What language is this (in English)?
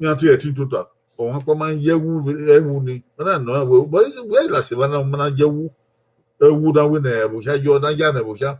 Bini